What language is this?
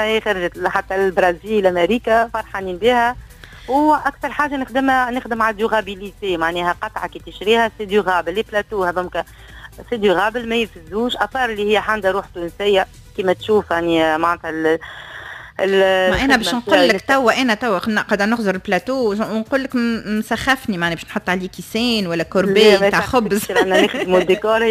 Tunisian Arabic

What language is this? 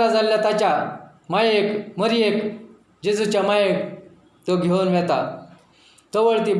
Konkani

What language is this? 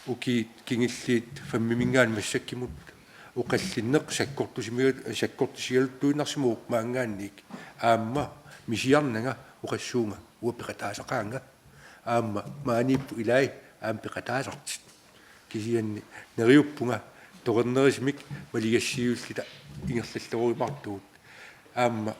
Kalaallisut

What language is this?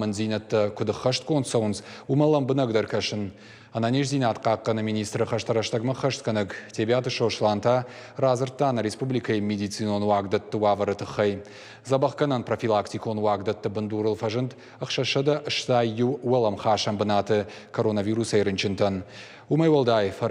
Ossetic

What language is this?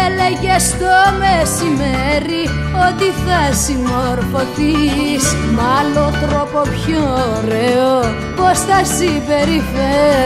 Greek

